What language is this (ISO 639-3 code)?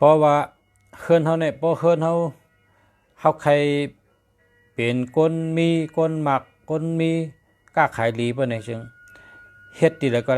shn